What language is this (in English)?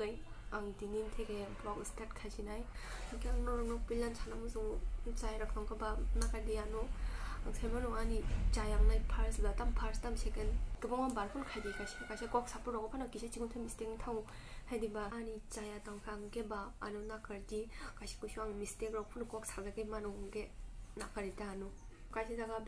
Kok Borok